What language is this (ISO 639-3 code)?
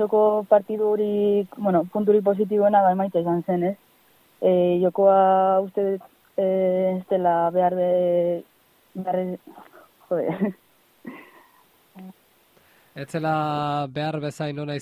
eus